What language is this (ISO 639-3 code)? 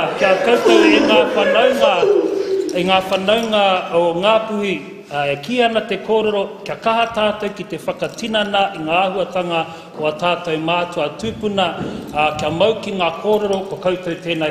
mri